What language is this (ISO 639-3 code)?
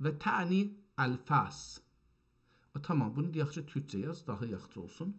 azb